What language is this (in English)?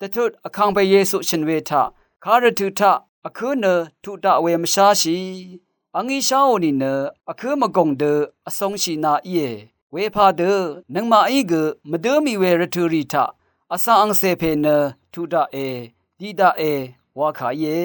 Rawang